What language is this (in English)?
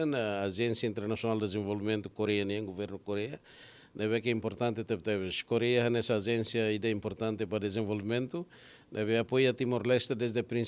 Tetum